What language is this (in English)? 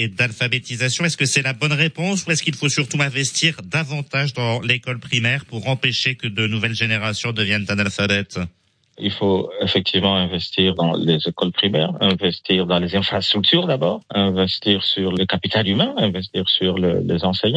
French